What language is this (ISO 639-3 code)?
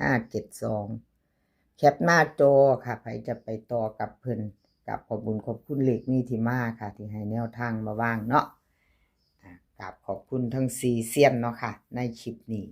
lao